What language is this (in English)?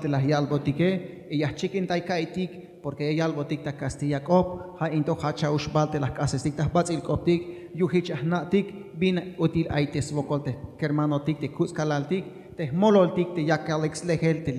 Tzeltal